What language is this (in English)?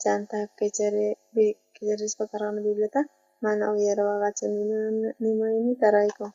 South Bolivian Quechua